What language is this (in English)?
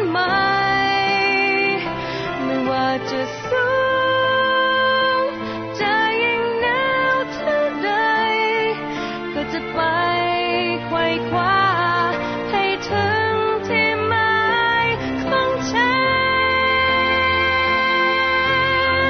Thai